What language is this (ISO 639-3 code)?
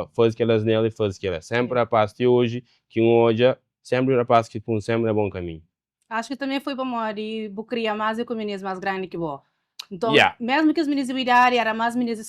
kea